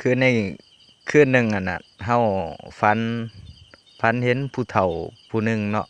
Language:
Lao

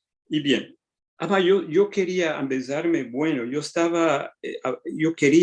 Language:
Ladino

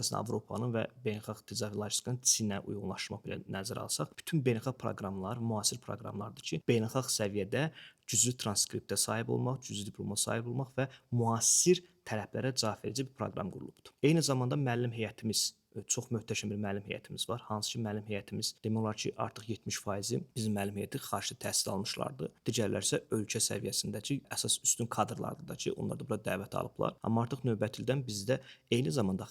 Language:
Azerbaijani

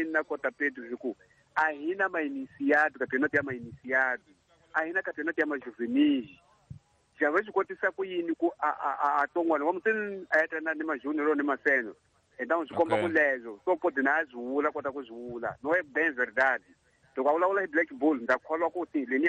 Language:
Tsonga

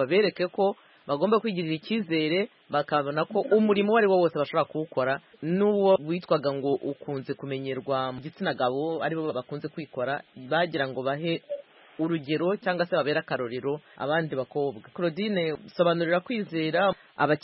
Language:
Kinyarwanda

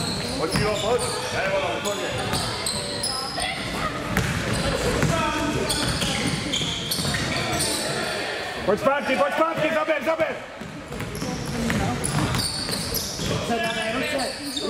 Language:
Czech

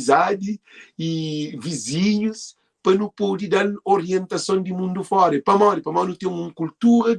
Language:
Kabuverdianu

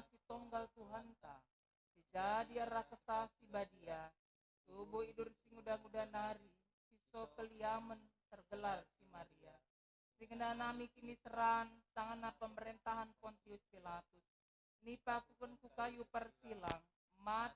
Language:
Batak Karo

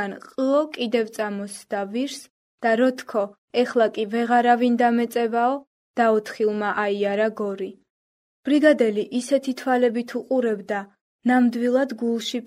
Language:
Georgian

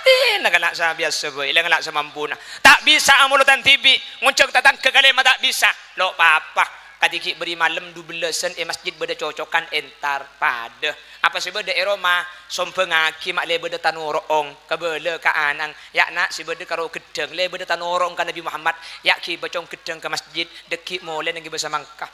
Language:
Madurese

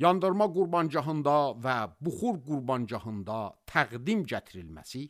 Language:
Azerbaijani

